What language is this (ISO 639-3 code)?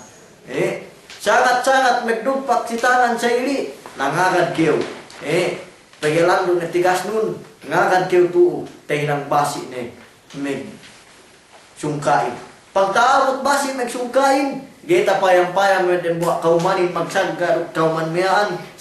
yka